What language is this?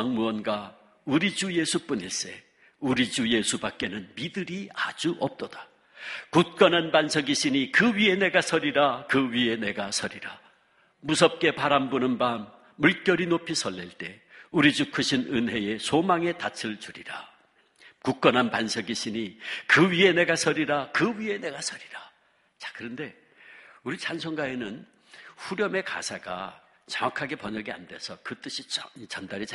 Korean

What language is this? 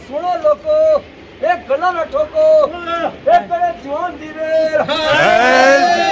Pahari-Potwari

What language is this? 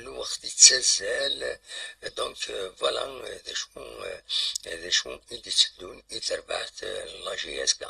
Kabyle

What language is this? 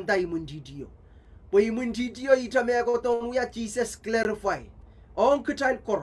Pohnpeian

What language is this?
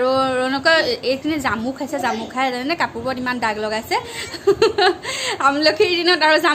Assamese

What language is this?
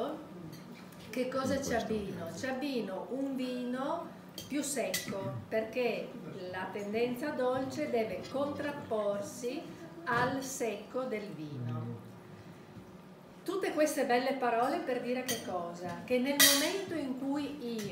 Italian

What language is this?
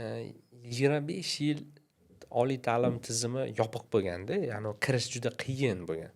Uzbek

